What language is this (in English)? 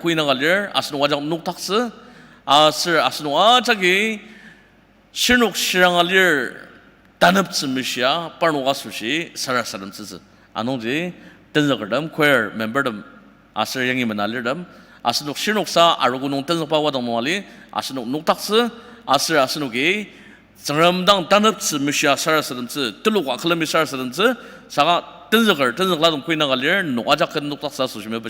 Ao Naga